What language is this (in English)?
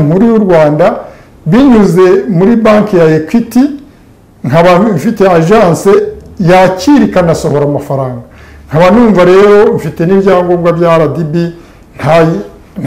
Kinyarwanda